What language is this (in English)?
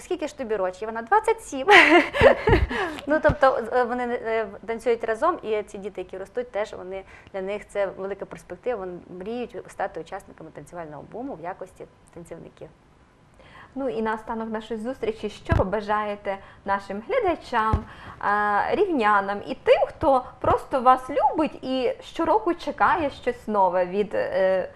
Ukrainian